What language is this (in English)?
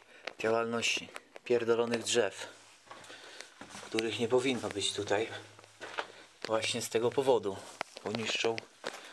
Polish